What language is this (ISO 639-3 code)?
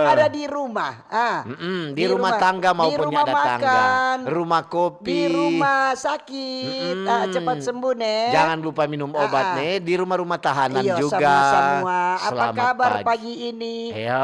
xmm